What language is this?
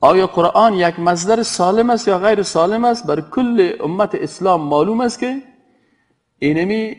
Persian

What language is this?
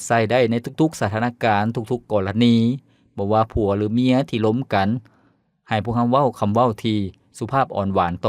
Lao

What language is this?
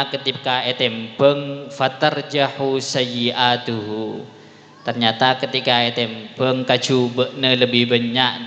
Madurese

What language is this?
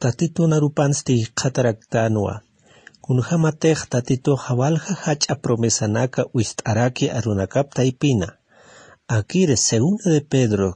Aymara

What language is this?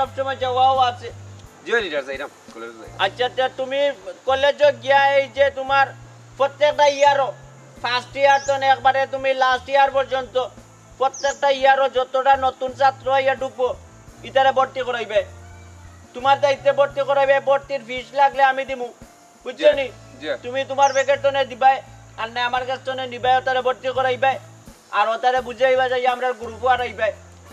Sylheti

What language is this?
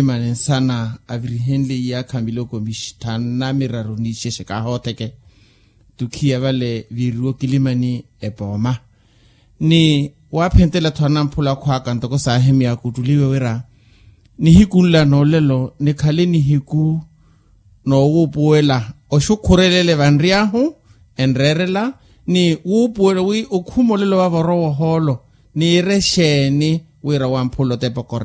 Makhuwa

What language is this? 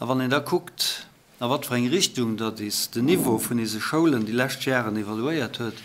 Luxembourgish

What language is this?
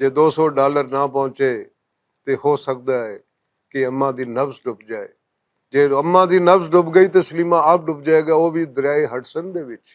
Western Panjabi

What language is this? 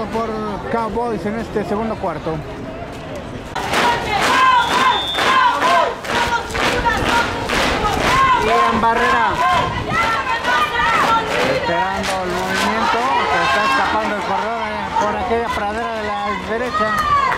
Spanish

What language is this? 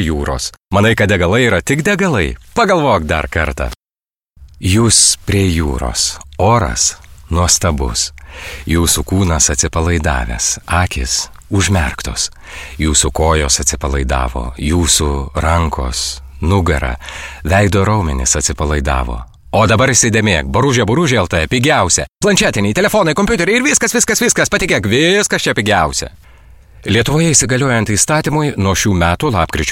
Lithuanian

